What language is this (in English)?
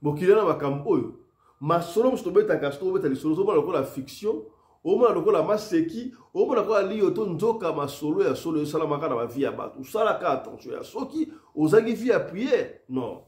Lingala